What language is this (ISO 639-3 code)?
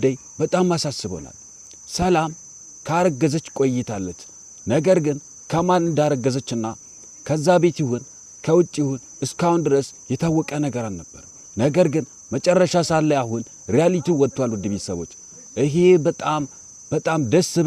amh